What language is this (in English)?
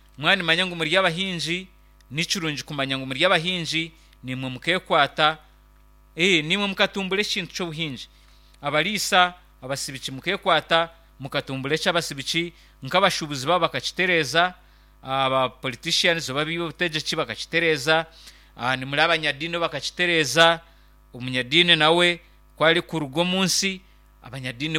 Nyankole